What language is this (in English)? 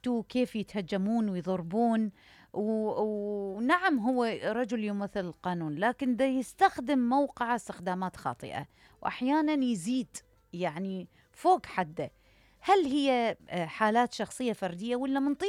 Mesopotamian Arabic